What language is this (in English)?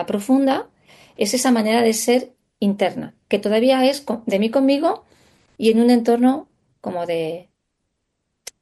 Spanish